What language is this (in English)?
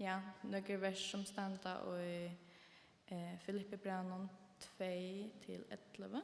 Faroese